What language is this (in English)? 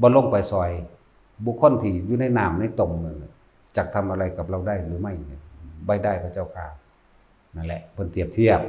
Northeastern Thai